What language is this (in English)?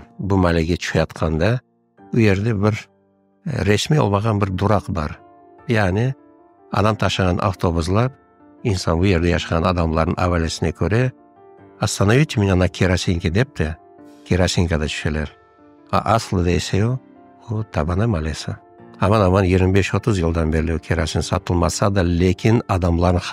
Crimean Tatar